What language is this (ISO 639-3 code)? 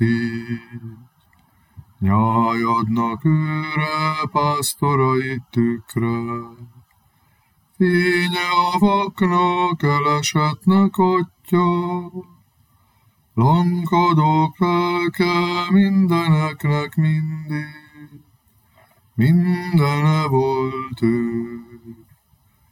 hun